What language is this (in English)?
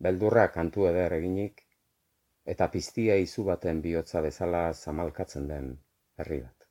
Basque